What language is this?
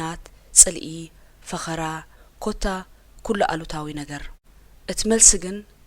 Tigrinya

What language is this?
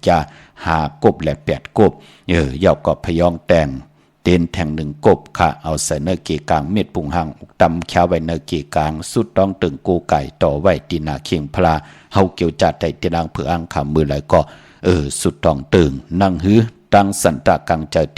Shan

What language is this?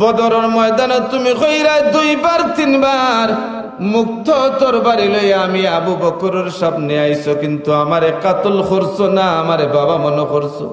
Sylheti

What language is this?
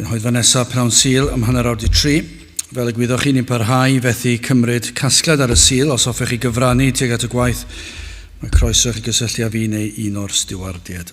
Welsh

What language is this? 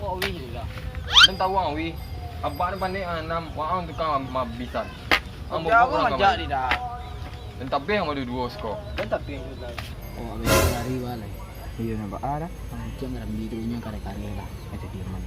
Minangkabau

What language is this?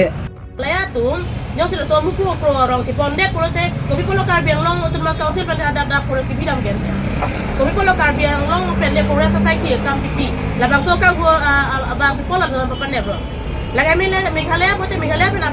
Karbi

